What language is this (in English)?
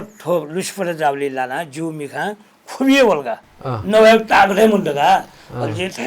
Newari